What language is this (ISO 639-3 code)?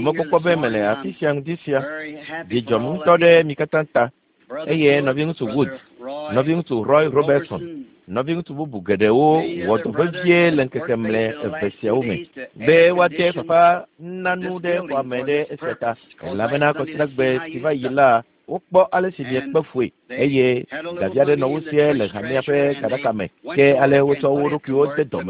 ewe